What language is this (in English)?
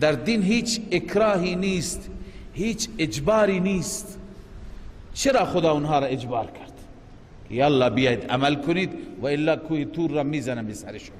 Persian